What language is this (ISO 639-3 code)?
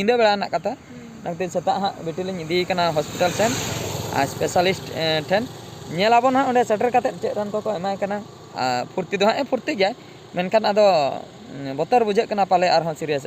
sat